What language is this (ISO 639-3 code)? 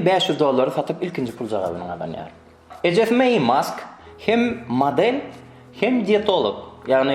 tuk